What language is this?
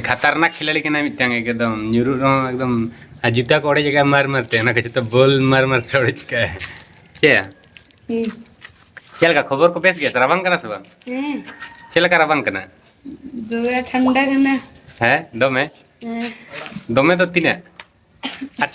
Santali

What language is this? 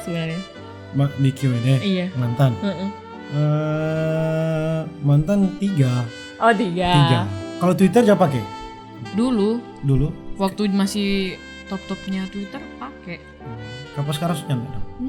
Manado Malay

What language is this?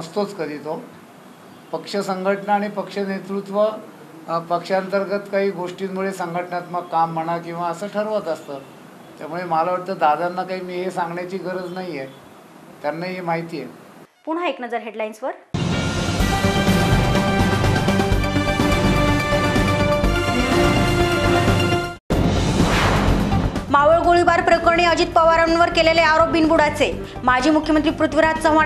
Marathi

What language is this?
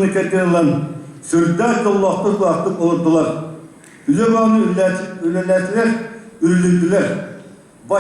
Yakut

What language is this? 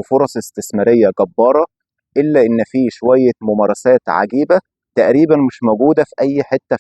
Egyptian Arabic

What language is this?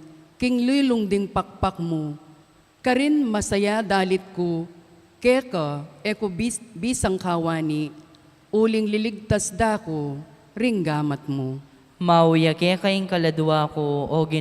Pampanga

